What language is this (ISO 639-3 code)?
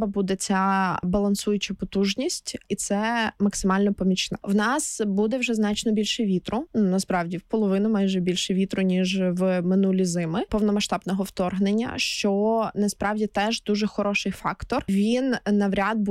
ukr